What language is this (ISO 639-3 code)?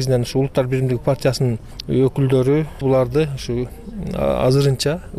kir